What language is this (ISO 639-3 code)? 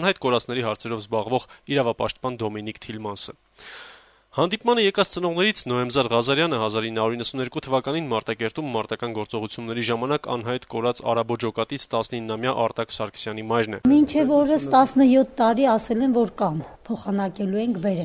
hye